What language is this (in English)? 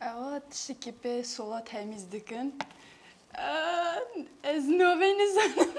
Kurdish